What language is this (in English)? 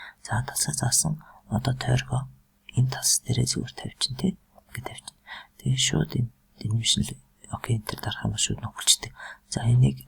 Mongolian